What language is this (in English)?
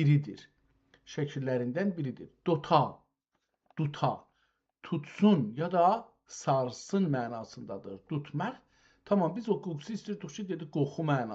South Azerbaijani